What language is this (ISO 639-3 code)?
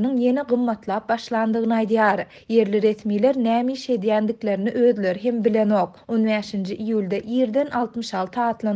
tuk